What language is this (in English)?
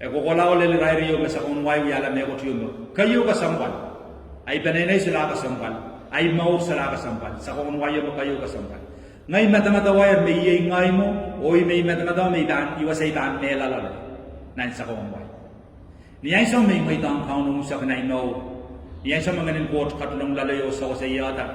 Pohnpeian